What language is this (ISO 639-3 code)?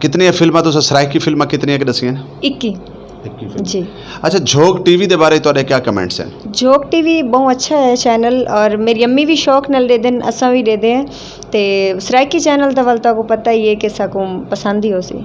skr